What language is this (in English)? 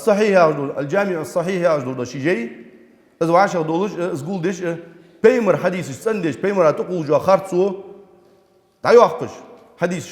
Ingush